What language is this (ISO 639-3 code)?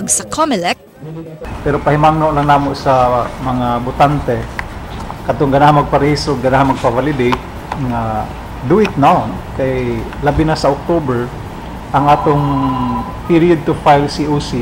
ceb